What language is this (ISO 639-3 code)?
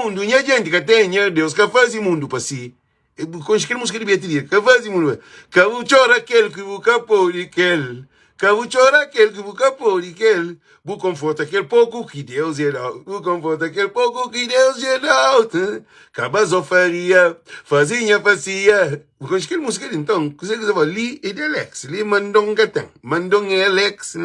kea